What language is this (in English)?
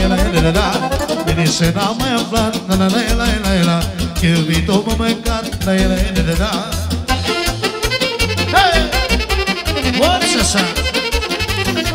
Romanian